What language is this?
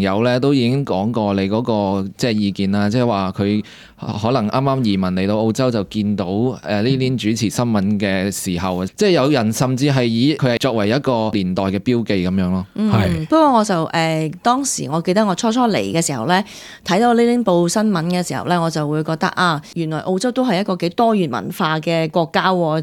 Cantonese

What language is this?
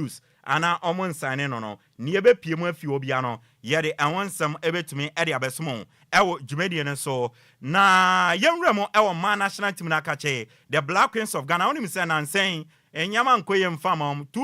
Akan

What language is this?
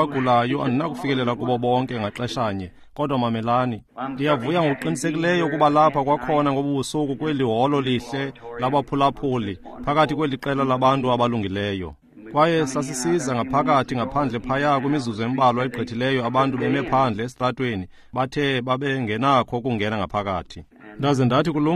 Xhosa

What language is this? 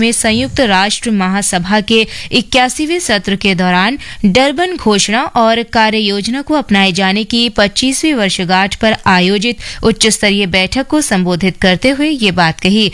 Hindi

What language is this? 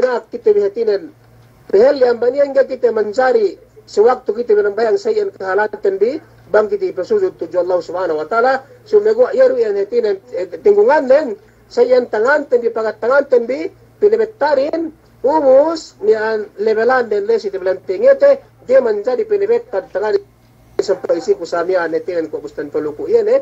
Yakan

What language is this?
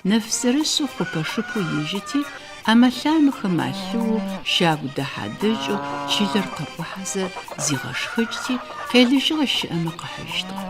Adyghe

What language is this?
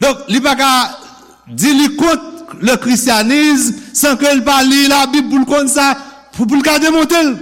Haitian Creole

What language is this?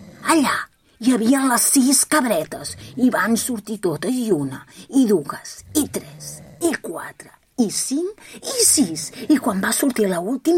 Catalan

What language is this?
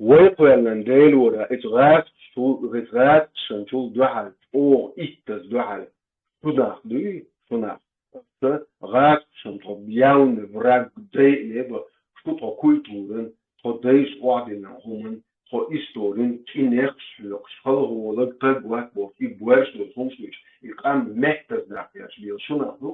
Chechen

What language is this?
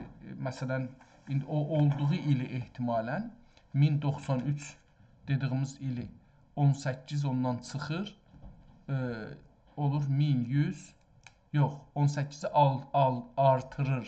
South Azerbaijani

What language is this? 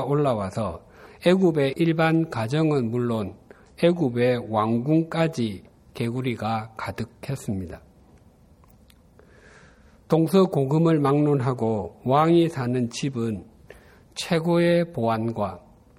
Korean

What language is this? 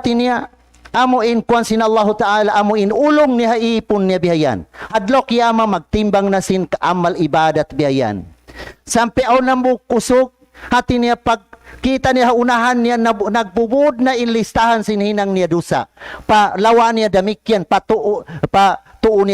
Tausug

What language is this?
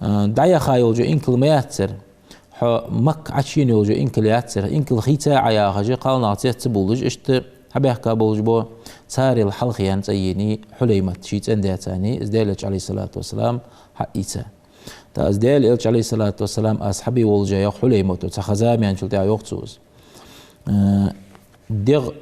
Ingush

